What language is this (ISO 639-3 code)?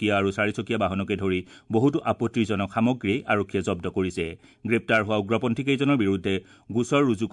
asm